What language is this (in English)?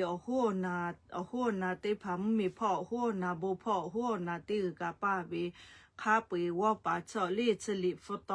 Lahu